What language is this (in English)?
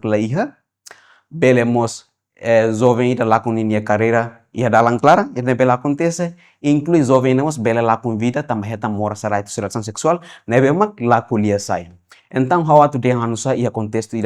Tetum